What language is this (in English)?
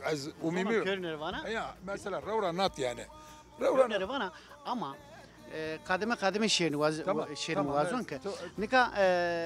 Zaza